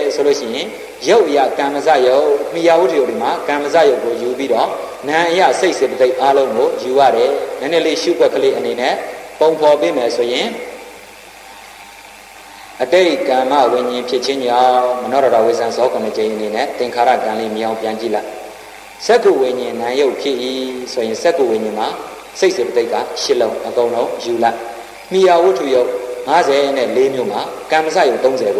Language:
Burmese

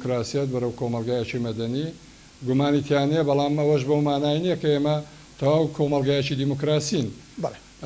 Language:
Central Kurdish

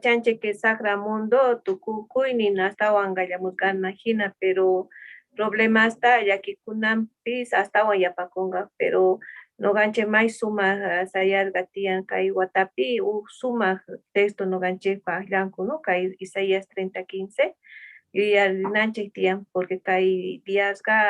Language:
South Bolivian Quechua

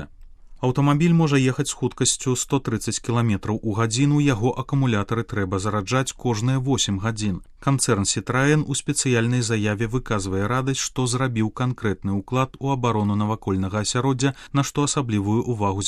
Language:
Belarusian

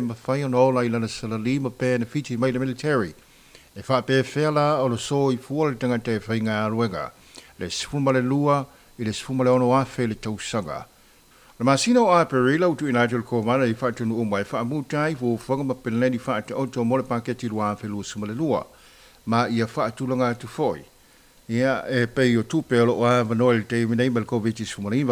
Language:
Samoan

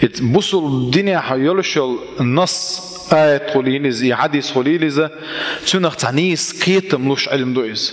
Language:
Chechen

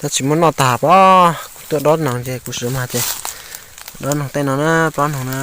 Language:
Hmong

